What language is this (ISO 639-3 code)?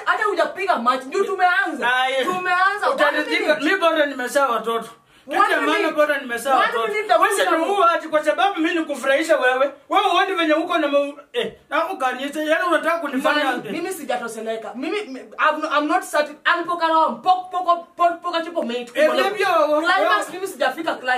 swa